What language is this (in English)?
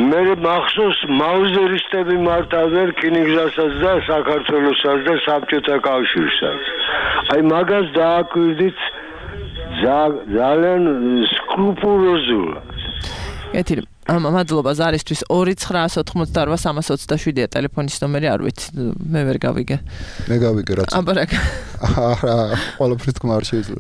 Georgian